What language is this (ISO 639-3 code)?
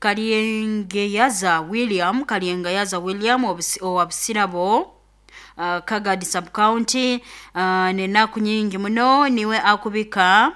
nyo